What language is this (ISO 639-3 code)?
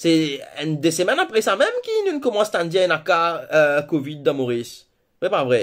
mfe